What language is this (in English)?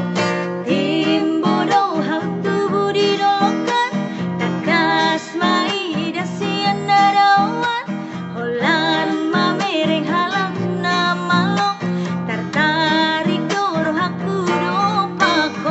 Batak Toba